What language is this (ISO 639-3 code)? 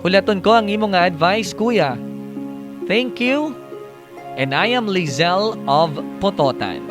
hil